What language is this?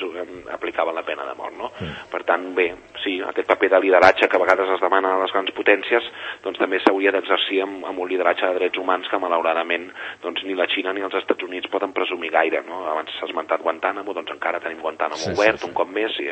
Catalan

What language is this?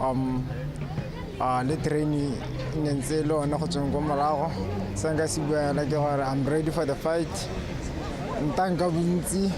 Tswana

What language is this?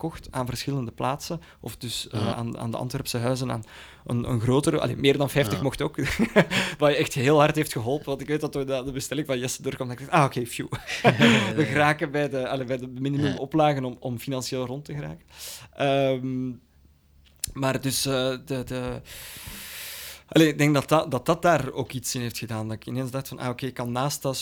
Dutch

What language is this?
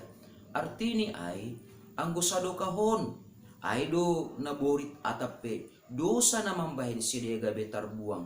Batak Simalungun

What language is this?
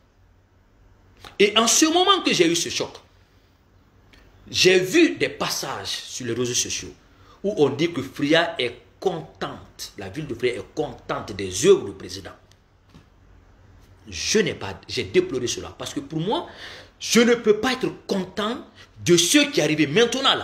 French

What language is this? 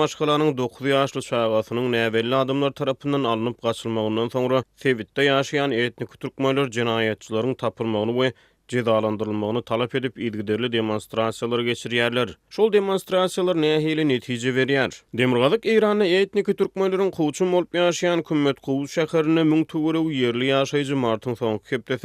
Turkmen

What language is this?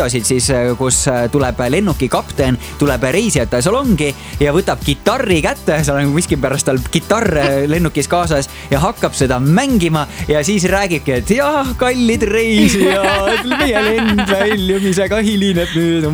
Estonian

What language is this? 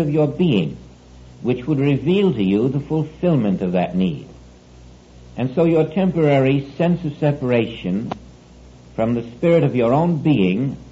English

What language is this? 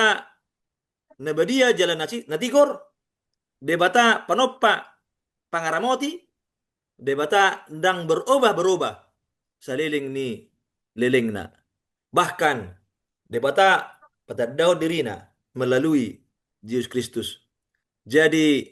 Batak Toba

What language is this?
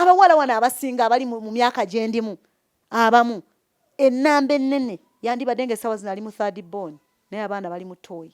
Ganda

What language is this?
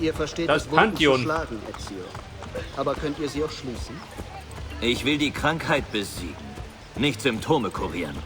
Bavarian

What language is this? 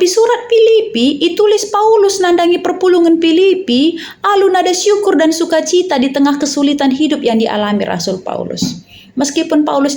Batak Karo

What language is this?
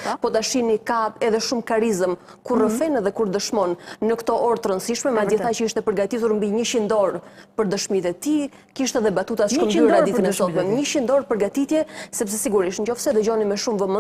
Albanian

